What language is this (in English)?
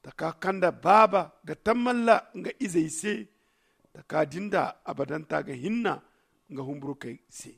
Zarma